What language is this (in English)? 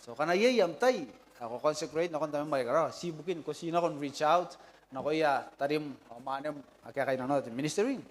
Gilbertese